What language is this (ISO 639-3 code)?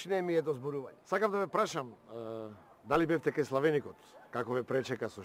mkd